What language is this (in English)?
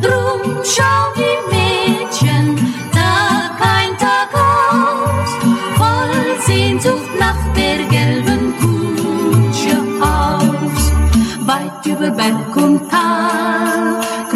German